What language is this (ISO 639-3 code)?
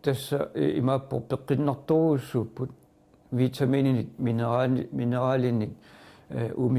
kal